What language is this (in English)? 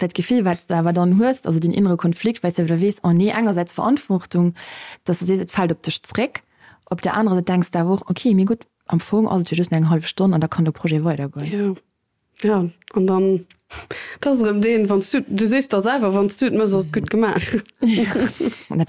Luxembourgish